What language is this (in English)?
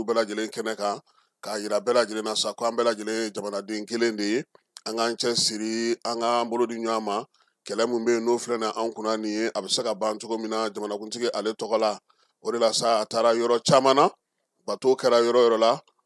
Bambara